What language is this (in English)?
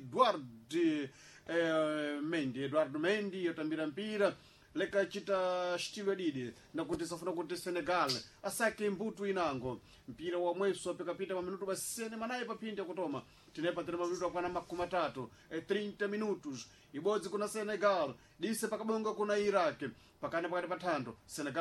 Sena